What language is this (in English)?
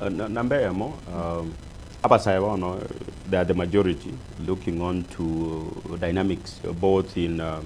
Gusii